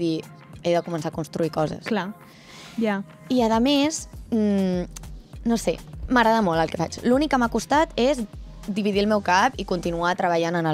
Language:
Catalan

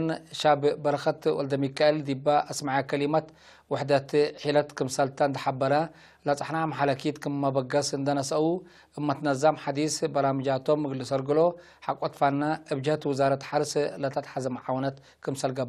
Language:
Tigre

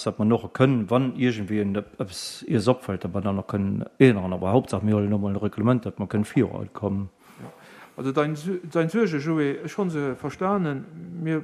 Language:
Luxembourgish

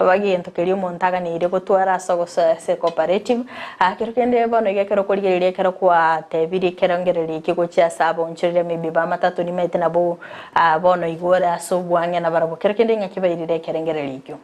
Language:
Gusii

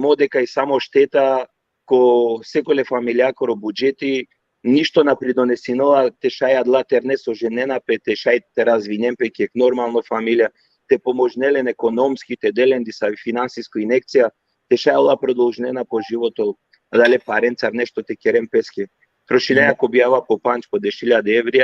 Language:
Balkan Romani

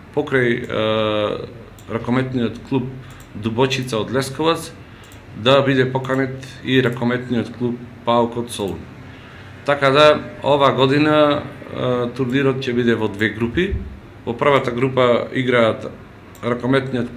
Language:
Macedonian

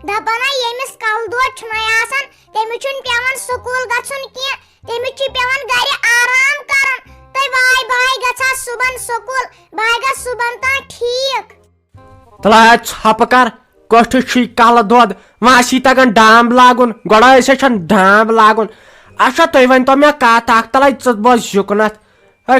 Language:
Kashmiri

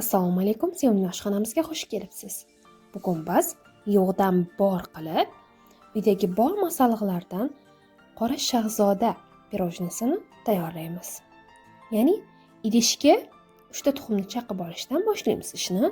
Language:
Uzbek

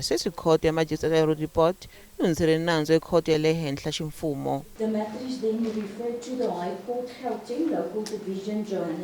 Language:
Tsonga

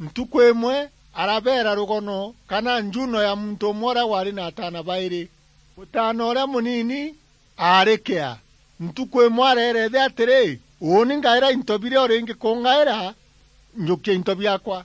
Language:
Meru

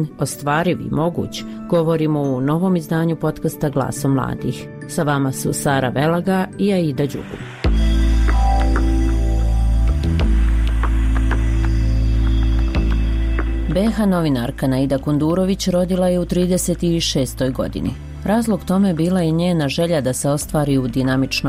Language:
Bosnian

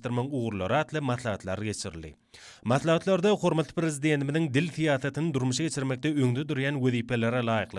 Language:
Turkmen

